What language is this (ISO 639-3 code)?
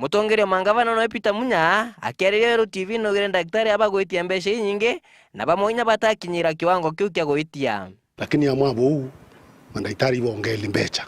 mer